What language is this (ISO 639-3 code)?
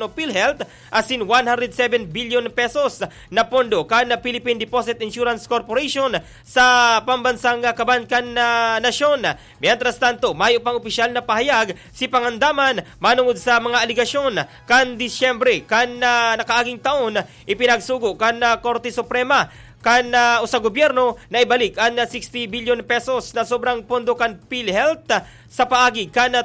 bik